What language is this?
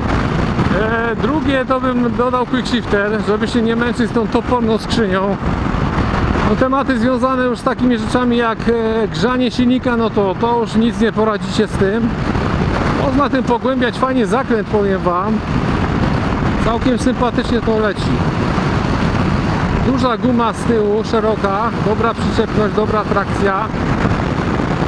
Polish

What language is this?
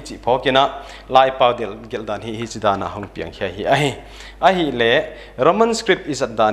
Paite Chin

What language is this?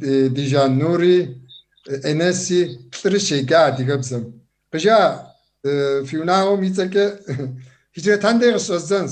Kabardian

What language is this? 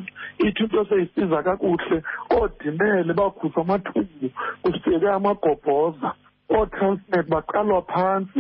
Xhosa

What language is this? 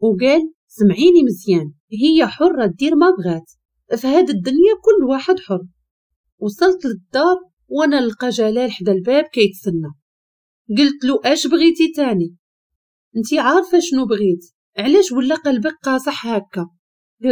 Moroccan Arabic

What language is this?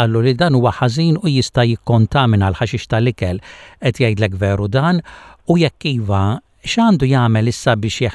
Maltese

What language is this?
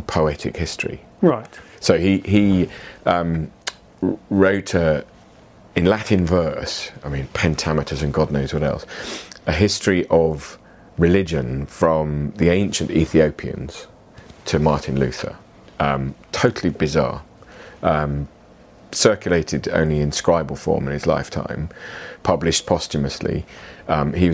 English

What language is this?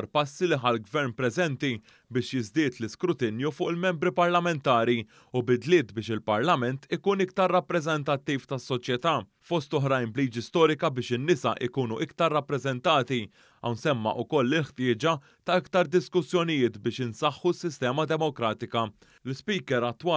Maltese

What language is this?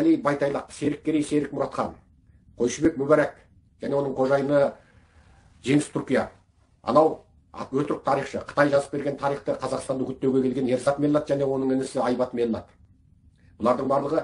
Kazakh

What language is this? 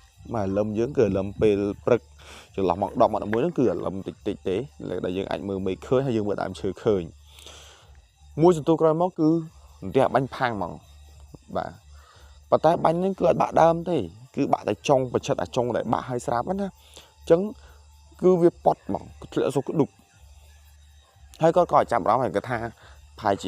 Khmer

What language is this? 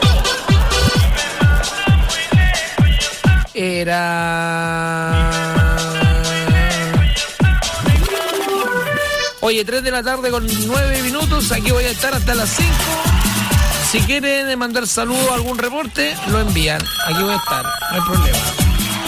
Spanish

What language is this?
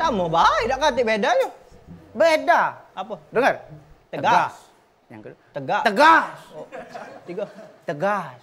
Musi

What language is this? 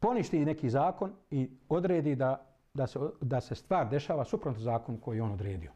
Bosnian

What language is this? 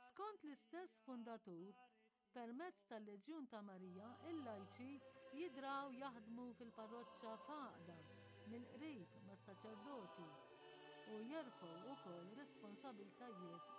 Maltese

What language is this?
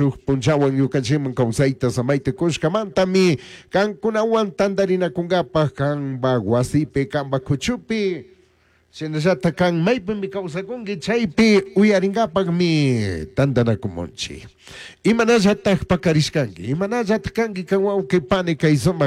Chimborazo Highland Quichua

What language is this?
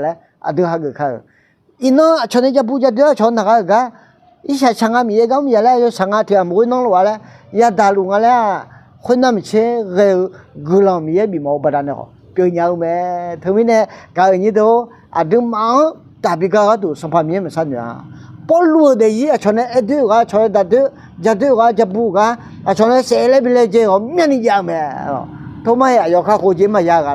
Akha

